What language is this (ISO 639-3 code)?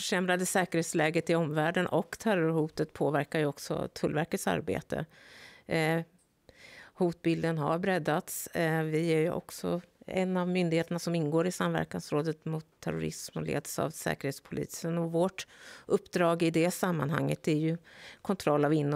swe